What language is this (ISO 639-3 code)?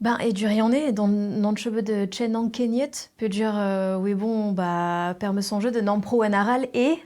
bre